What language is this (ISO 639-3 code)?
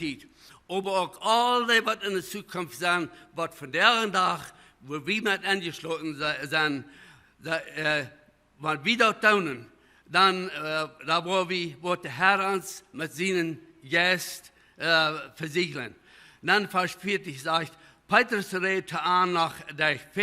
pdt